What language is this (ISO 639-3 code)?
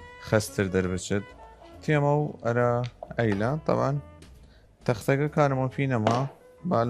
sdh